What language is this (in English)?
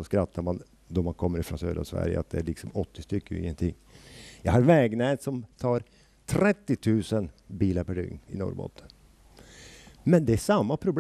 Swedish